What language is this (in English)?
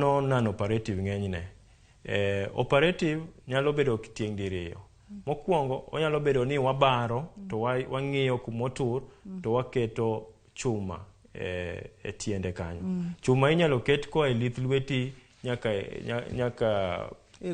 Luo (Kenya and Tanzania)